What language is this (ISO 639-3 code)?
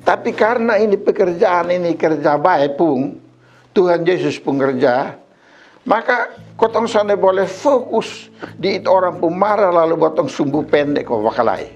mkn